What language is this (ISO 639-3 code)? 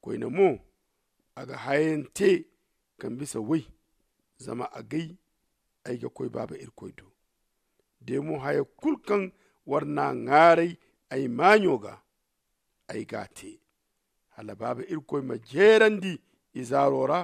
dje